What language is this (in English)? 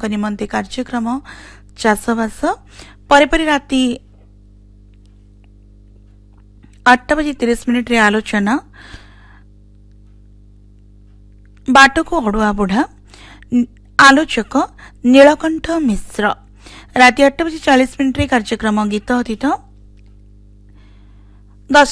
Odia